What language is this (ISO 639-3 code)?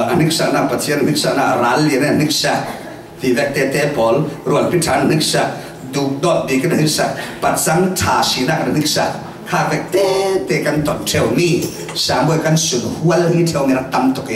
cfm